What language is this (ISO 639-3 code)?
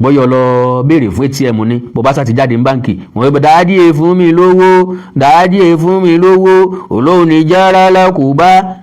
yor